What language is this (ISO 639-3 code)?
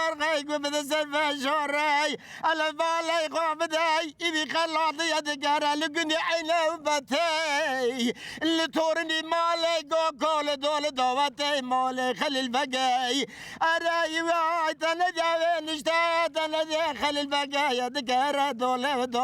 kur